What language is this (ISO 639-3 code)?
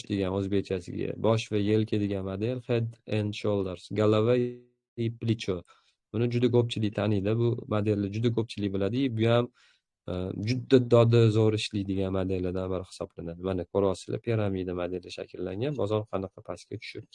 uzb